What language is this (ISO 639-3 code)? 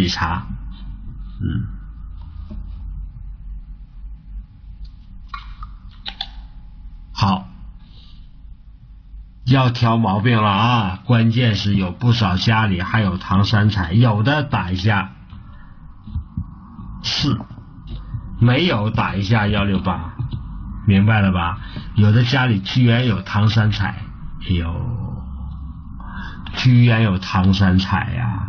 zho